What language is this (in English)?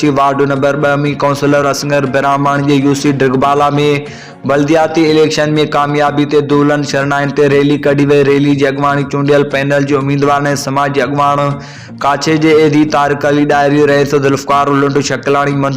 Sindhi